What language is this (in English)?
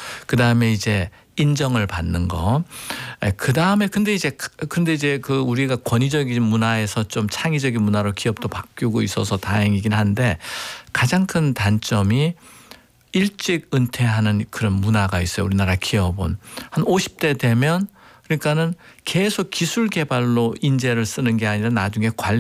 Korean